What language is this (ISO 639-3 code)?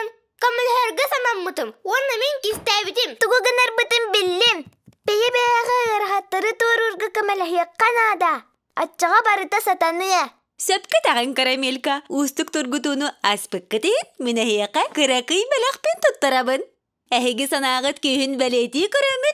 sah